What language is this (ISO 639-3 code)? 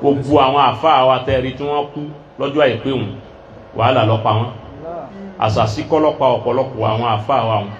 yor